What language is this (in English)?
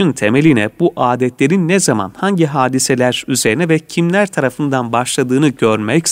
Turkish